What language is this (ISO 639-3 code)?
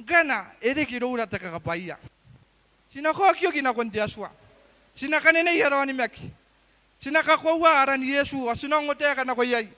gil